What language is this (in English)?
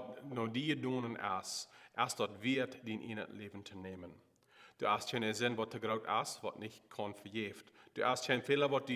Plautdietsch